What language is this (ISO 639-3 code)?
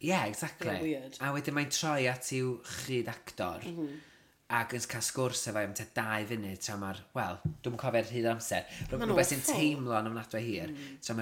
cym